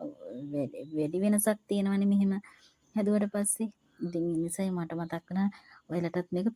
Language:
Sinhala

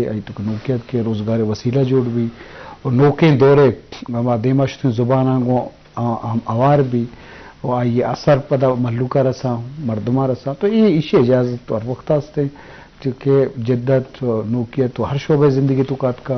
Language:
Baluchi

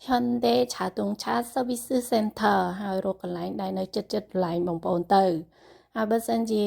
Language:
Khmer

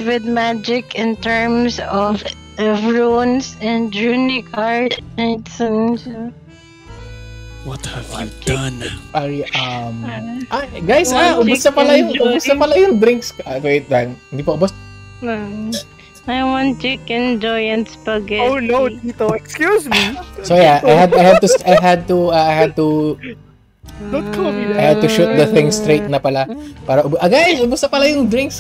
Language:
Filipino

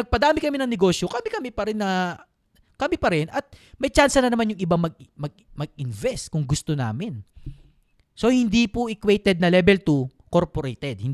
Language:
Filipino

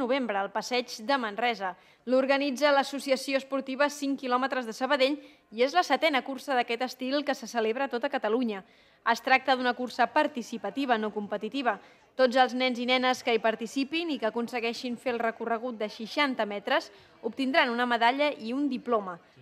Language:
Catalan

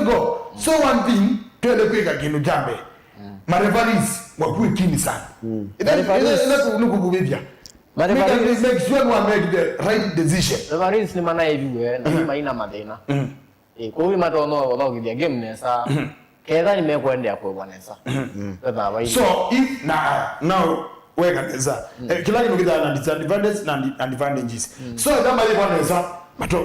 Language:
Kamba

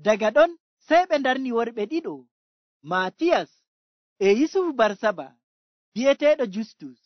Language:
Nigerian Fulfulde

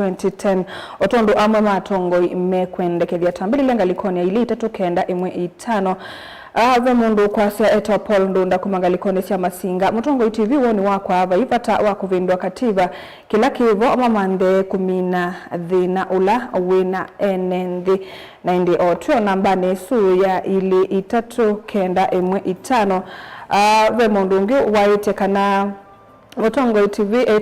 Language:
Kamba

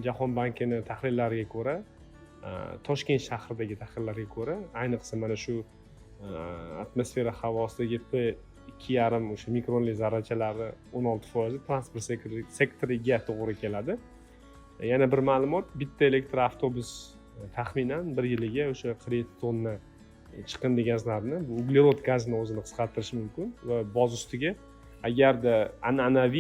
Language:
Uzbek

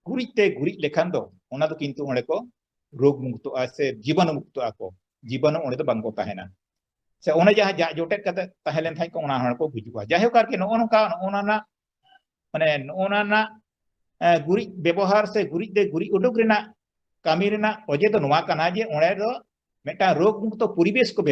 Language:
Santali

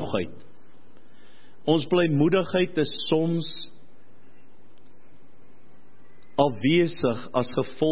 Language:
Afrikaans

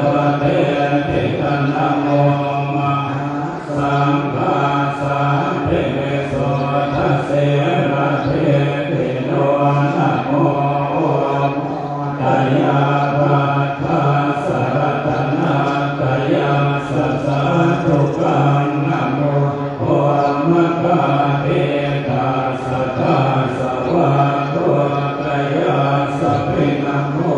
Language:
Pali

